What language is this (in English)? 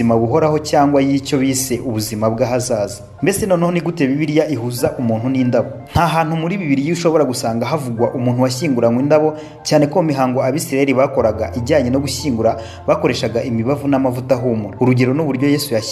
Kinyarwanda